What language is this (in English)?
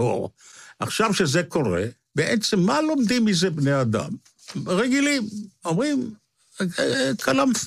Hebrew